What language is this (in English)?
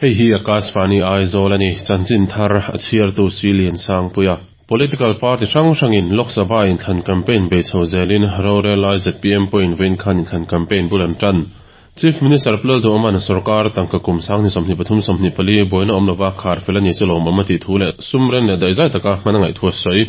Mizo